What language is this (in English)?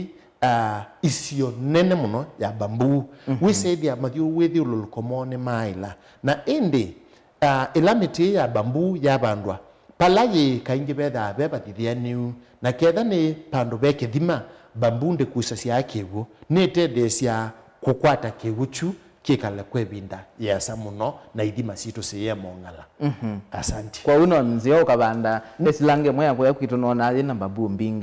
Kamba